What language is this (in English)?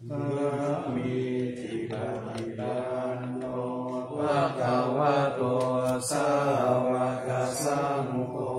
Pali